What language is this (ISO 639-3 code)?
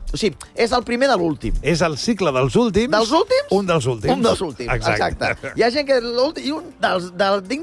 cat